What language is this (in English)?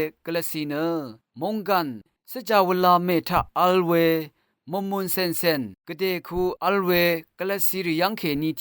Rawang